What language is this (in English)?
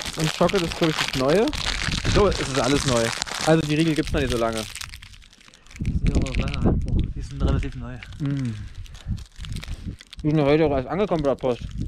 German